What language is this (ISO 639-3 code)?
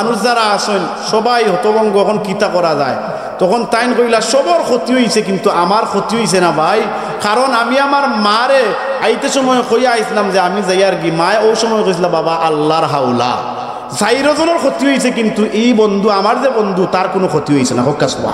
syl